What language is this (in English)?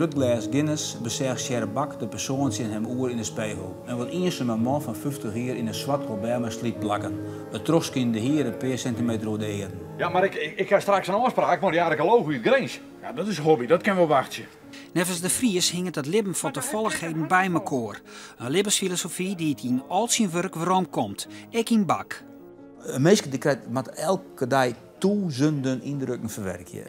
Western Frisian